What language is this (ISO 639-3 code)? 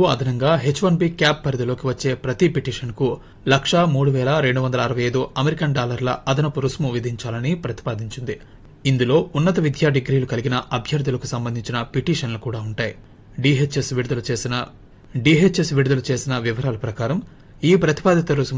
tel